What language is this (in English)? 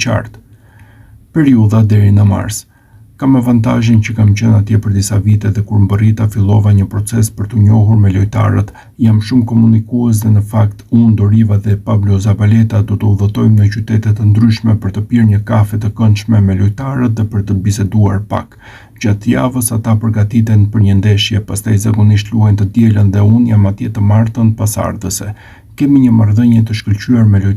Albanian